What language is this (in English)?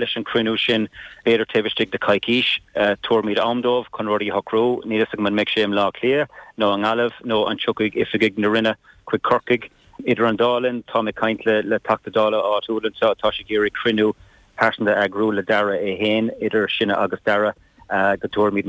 Irish